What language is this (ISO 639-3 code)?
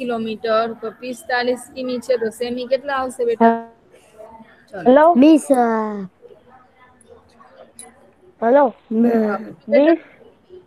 guj